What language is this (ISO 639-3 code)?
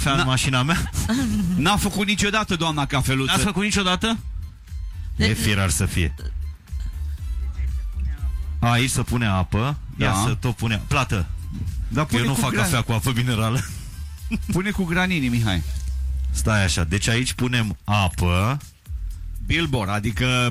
ron